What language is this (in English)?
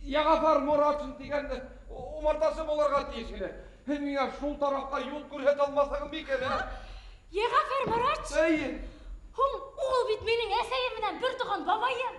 Bashkir